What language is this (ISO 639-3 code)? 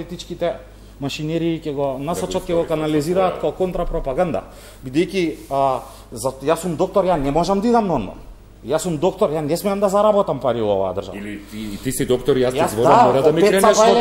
mkd